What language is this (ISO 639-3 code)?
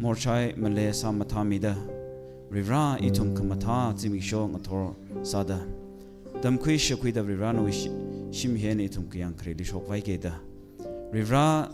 nmf